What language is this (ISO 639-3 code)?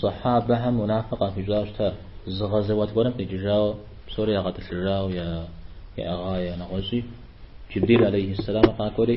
kbd